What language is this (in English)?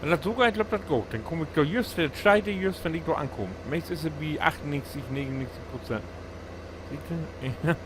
Low German